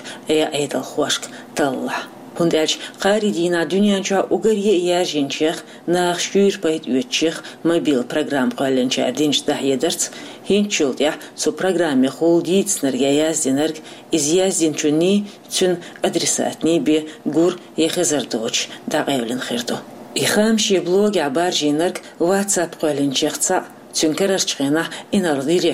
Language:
Chechen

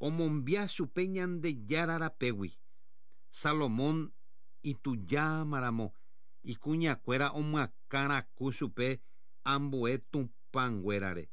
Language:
Guarani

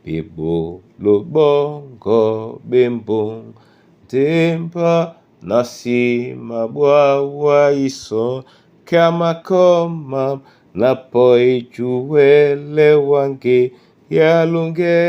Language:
Duala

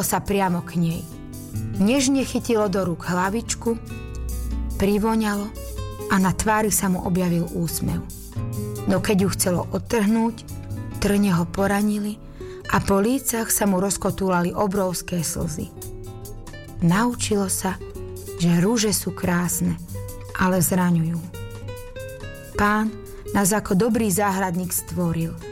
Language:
Slovak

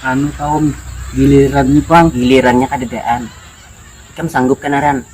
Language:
Banjar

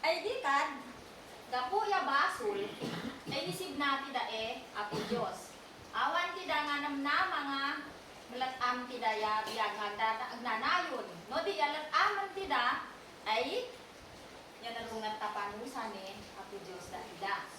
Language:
Isnag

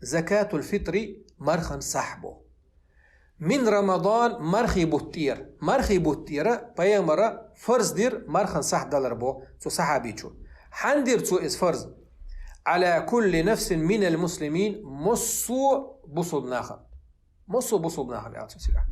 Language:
Chechen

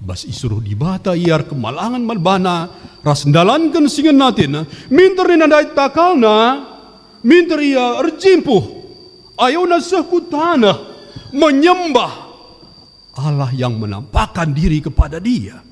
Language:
Batak Karo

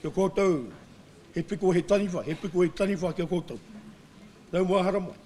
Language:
Māori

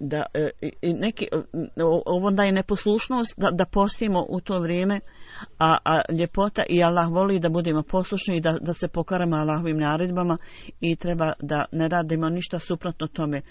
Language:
Bosnian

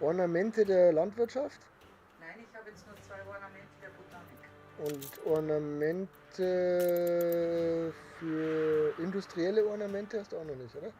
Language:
Bavarian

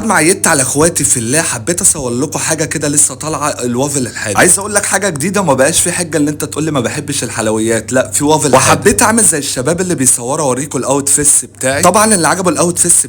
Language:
Egyptian Arabic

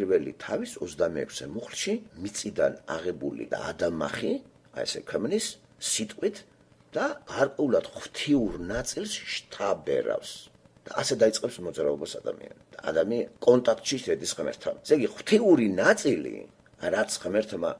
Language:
Georgian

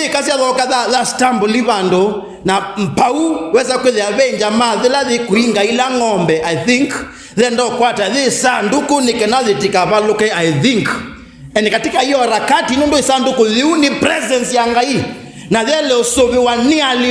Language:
Kamba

